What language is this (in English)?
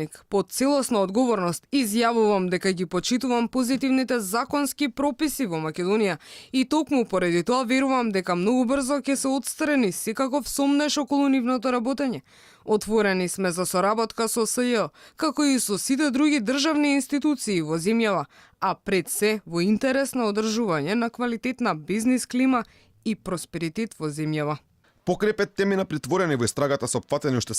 Macedonian